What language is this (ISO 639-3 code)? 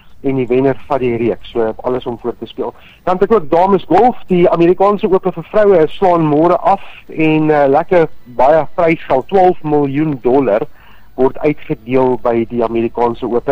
afr